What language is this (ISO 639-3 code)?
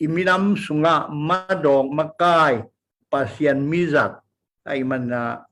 ctd